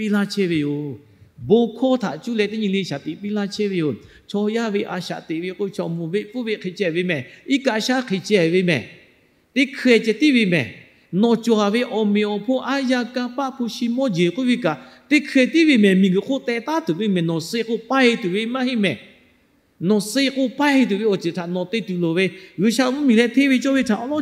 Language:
Lahu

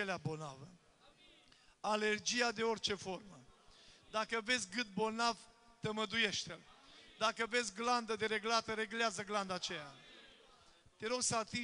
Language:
Romanian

